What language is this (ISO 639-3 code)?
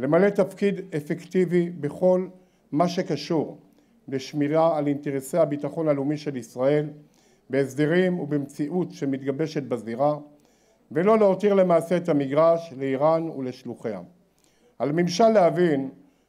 heb